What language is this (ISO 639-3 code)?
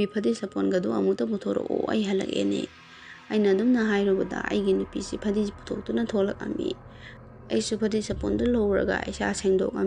mni